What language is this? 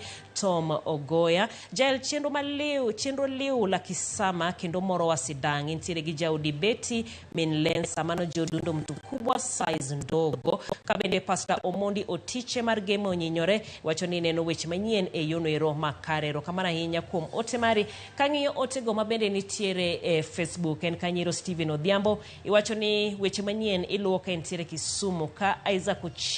Luo (Kenya and Tanzania)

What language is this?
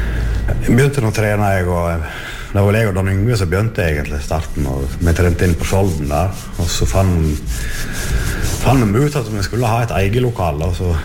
Norwegian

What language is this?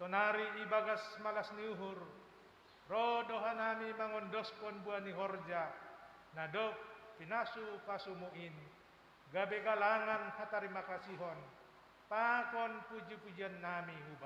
Batak Simalungun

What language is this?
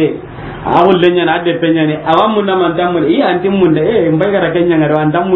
Soninke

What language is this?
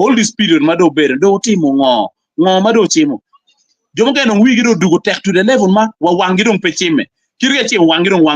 Acoli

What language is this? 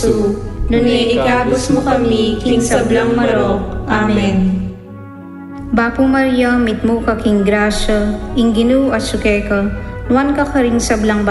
Pampanga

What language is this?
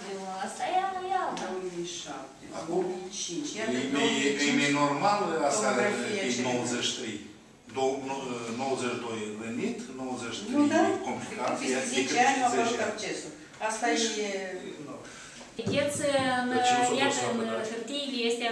Romanian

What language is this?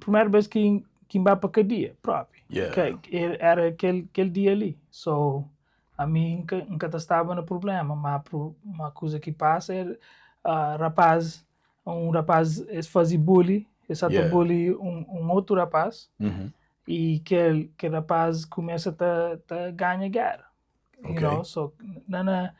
Kabuverdianu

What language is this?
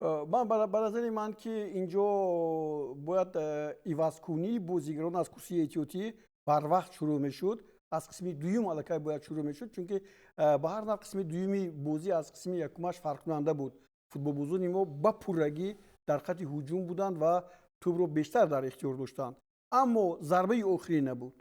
Tajik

